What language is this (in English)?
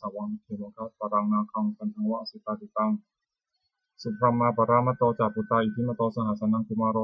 Pali